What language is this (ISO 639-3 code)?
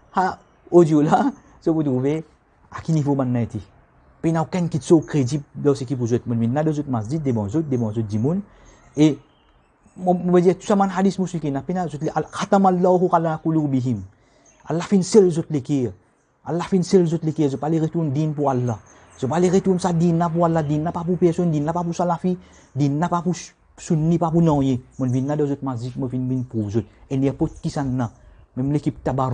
mfe